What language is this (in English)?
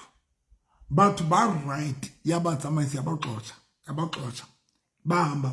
Southern Sotho